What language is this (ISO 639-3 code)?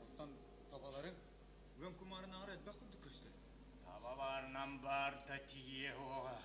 sah